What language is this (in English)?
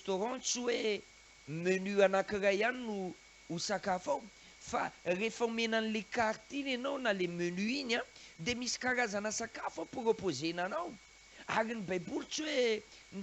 Malagasy